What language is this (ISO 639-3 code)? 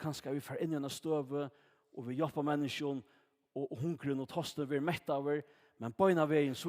fao